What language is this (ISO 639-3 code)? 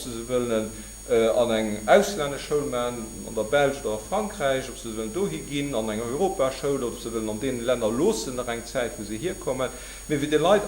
ltz